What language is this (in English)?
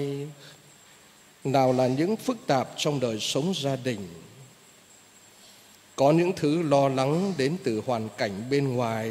Vietnamese